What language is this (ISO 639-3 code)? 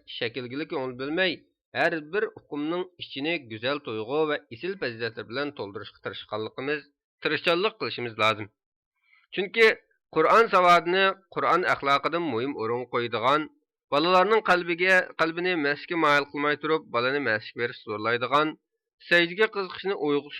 uig